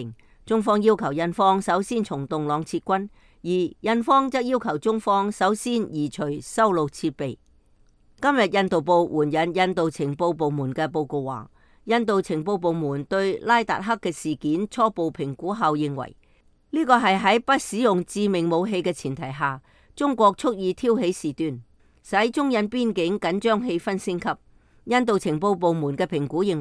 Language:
Cantonese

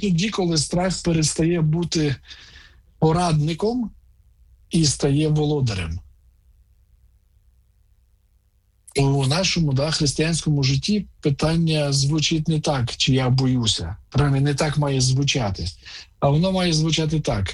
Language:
Ukrainian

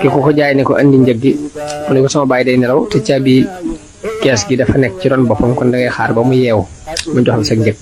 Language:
Wolof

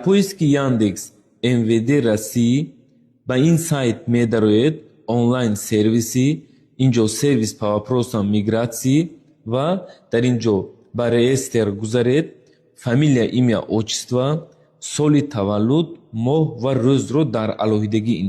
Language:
Tajik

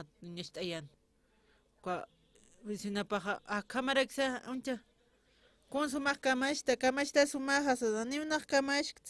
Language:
Aymara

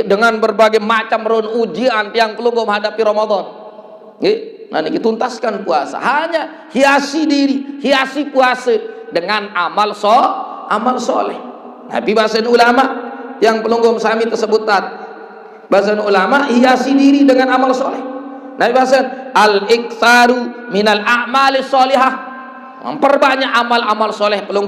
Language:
Sasak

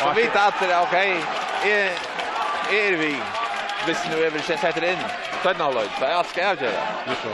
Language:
Faroese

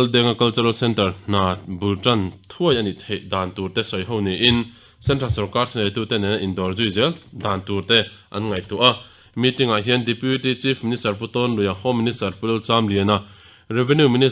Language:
Mizo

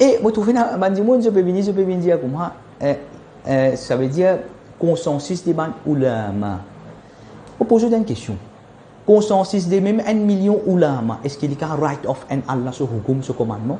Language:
Morisyen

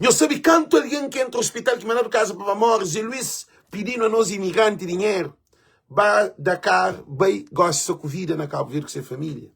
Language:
Kabuverdianu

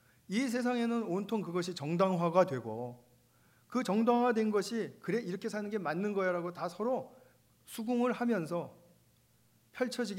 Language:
Korean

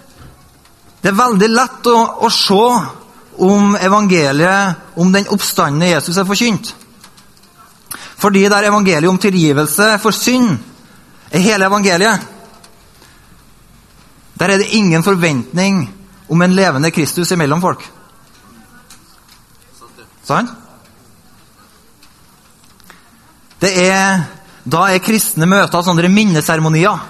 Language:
Norwegian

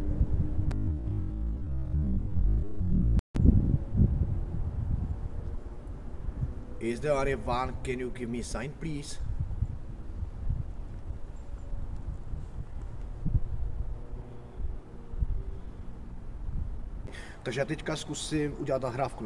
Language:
Czech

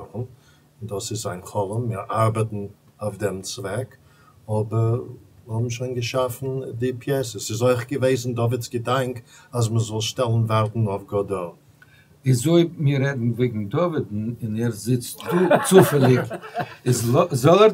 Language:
Yiddish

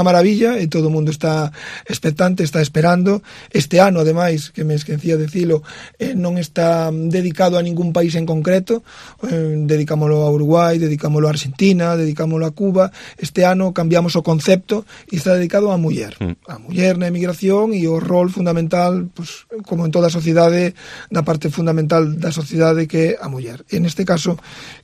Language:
Galician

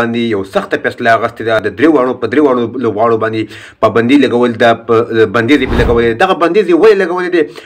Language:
Pashto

